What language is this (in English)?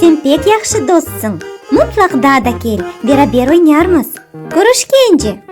Crimean Tatar